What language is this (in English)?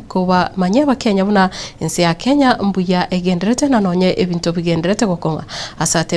Gusii